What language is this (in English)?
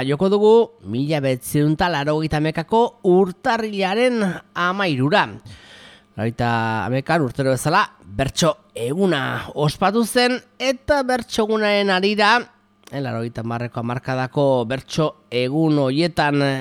Basque